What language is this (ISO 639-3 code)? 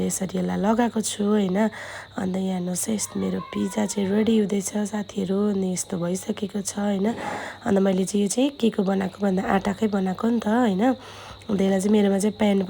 nep